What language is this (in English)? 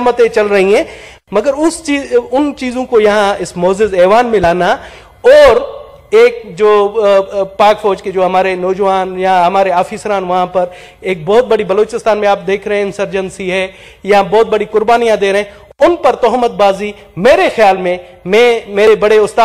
Urdu